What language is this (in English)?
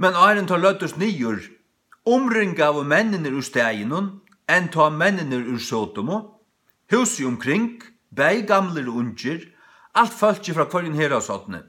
Faroese